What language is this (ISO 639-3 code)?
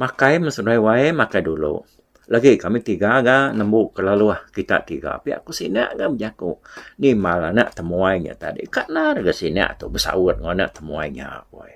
iba